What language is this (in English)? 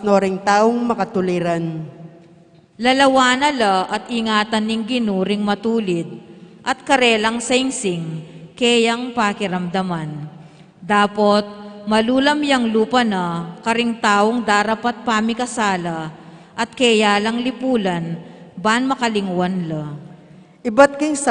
Pampanga